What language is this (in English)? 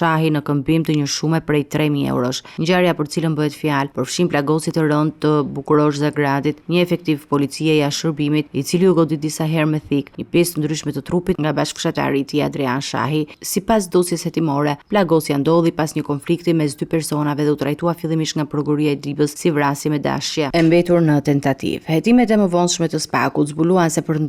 Albanian